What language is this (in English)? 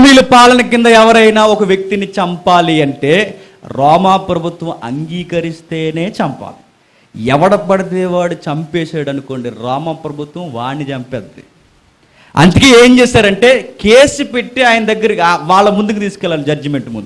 Telugu